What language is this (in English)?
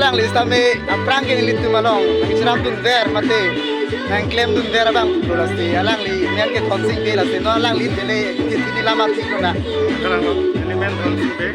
Karbi